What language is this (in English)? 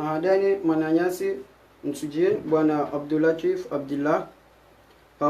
Ngazidja Comorian